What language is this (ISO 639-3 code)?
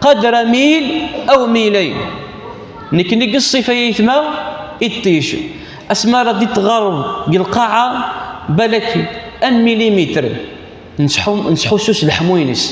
kab